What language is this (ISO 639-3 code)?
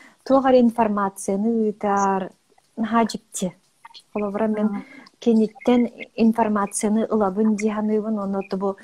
sah